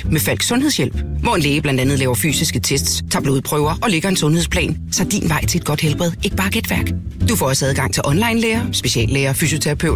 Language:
Danish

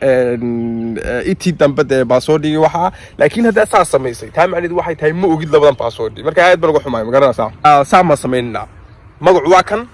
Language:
Somali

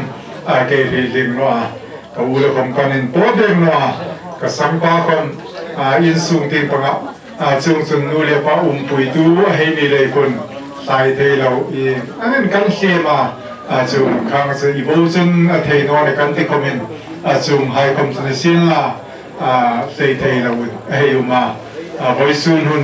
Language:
Hmar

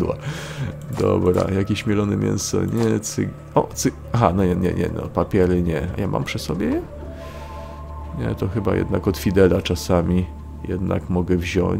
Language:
Polish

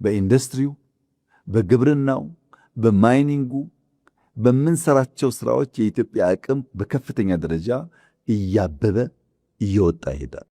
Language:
Amharic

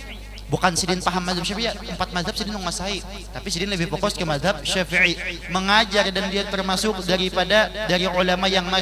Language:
Banjar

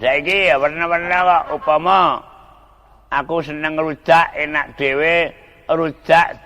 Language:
Javanese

